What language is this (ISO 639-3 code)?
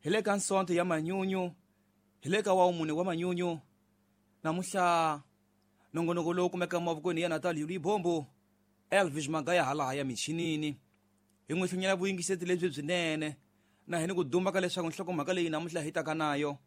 tso